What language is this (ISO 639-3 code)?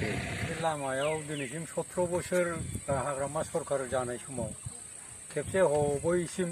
brx